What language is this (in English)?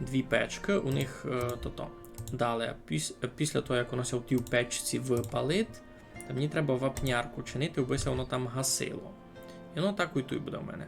Rusyn